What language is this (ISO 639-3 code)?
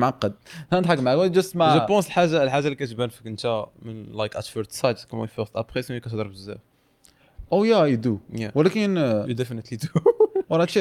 ary